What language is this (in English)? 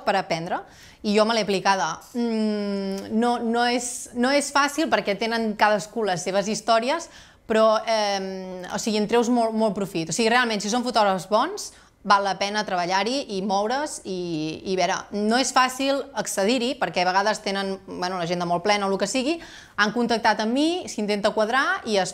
Catalan